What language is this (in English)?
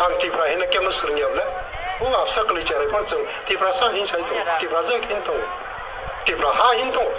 Kok Borok